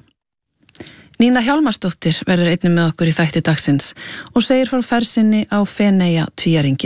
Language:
Icelandic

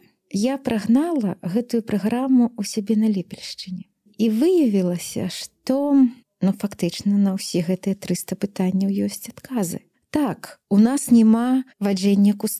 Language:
Belarusian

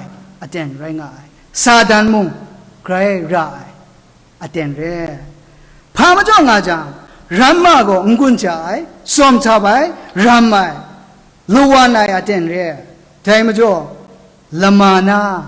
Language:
Kachin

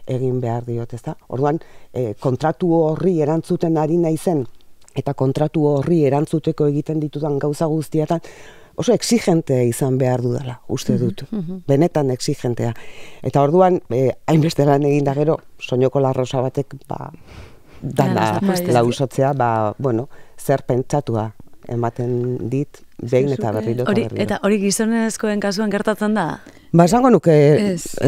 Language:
Basque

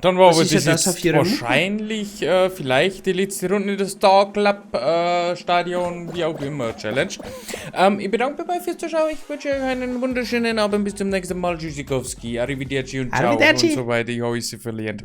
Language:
Bavarian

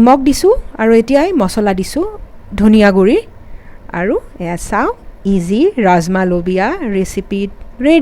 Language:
Assamese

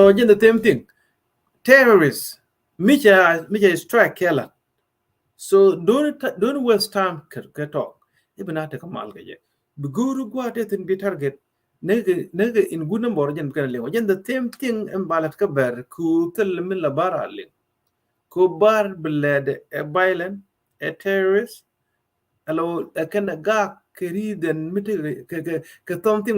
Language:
Nuer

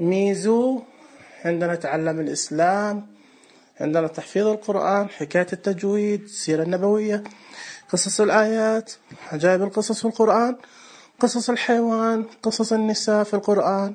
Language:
Najdi Arabic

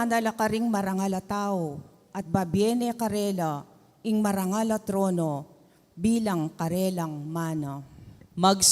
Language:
Pampanga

